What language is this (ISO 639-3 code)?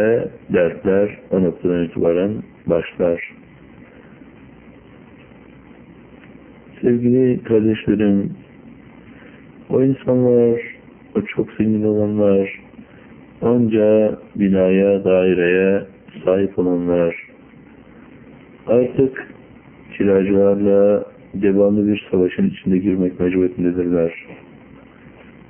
tur